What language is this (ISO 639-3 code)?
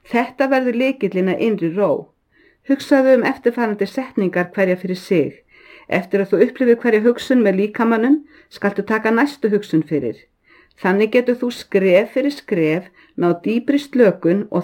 isl